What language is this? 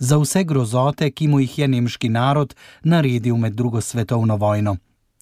Slovenian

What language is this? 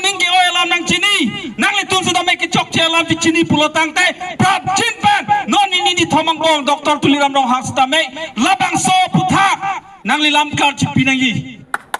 Karbi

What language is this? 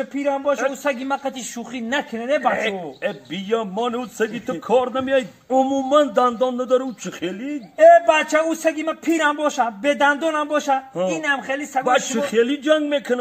Tajik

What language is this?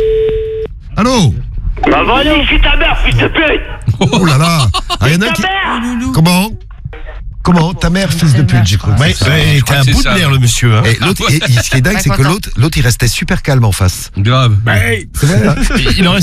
French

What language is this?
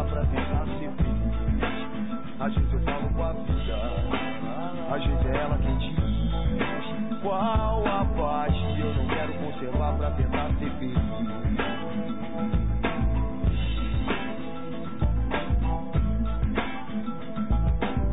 Portuguese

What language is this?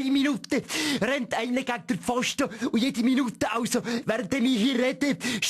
Swiss German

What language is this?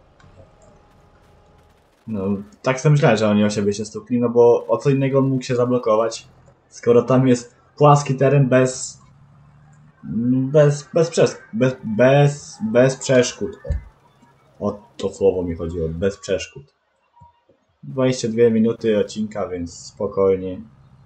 Polish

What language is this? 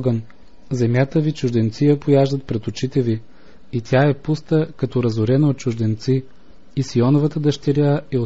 Bulgarian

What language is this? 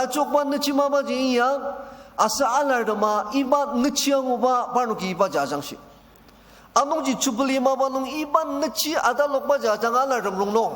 Ao Naga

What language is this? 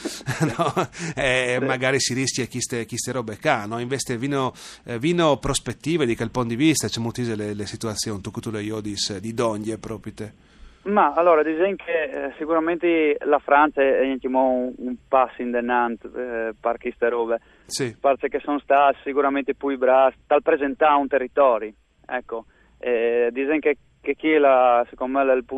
Friulian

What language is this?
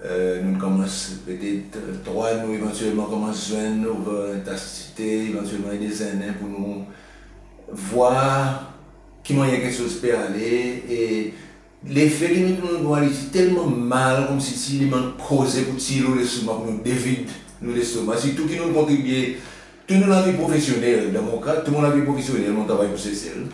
Seselwa Creole French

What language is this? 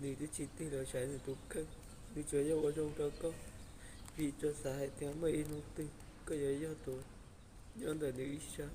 Hmong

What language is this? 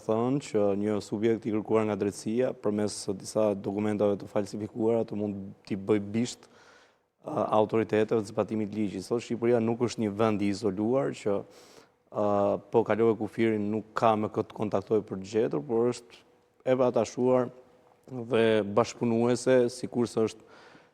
Albanian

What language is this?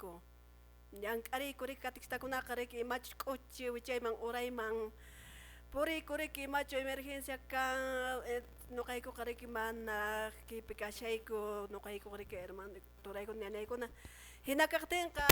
Quechua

